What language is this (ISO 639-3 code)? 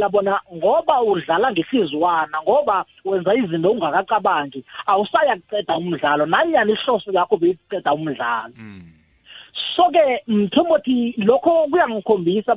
nbl